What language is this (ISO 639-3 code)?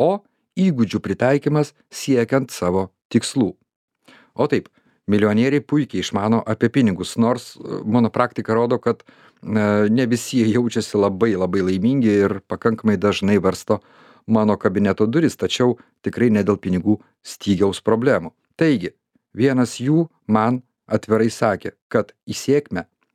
lit